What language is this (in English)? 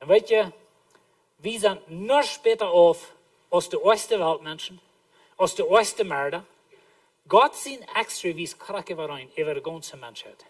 Plautdietsch